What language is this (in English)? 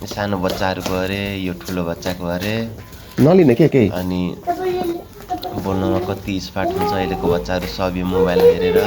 Nepali